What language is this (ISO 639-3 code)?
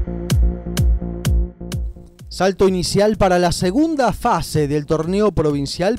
spa